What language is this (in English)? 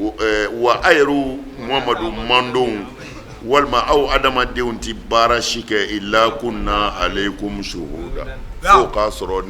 Bambara